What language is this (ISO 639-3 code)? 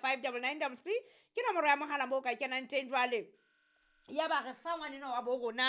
sot